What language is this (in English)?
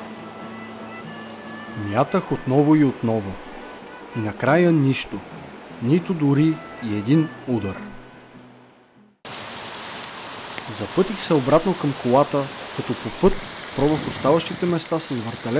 Bulgarian